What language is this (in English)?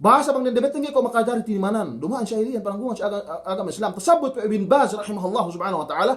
Yakan